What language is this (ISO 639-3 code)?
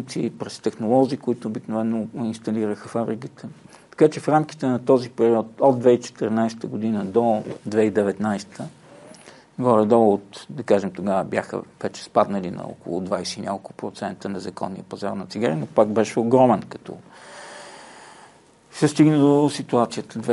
bul